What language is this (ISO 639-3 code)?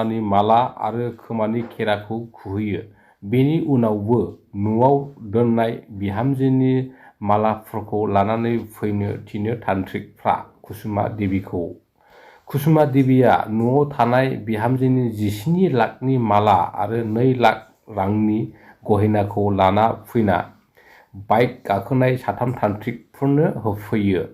brx